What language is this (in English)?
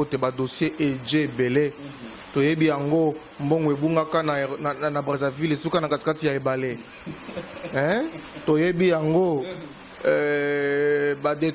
Lingala